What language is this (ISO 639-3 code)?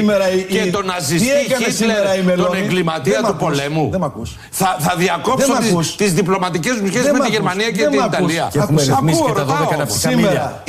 ell